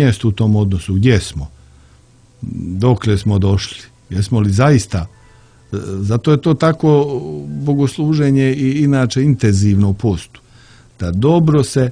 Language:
Croatian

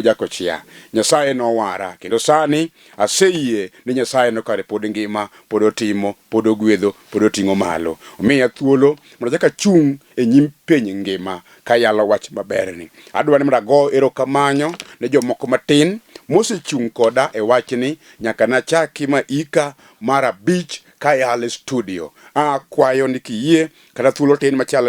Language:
Luo (Kenya and Tanzania)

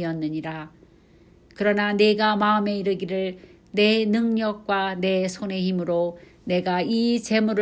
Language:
Korean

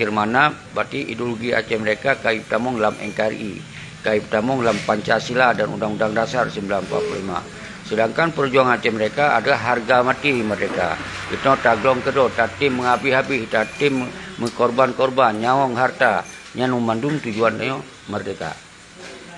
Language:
Achinese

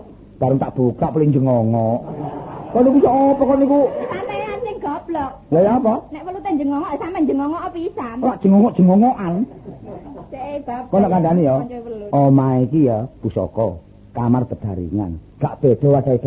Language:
Javanese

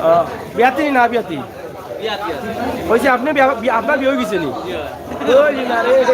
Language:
Sylheti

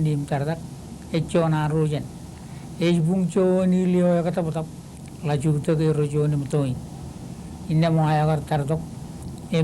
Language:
Marshallese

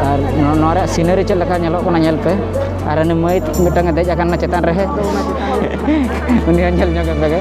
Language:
Santali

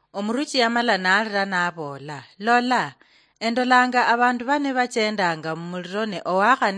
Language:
Luyia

